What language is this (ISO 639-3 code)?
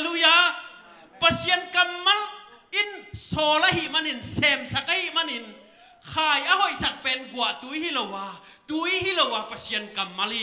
ctd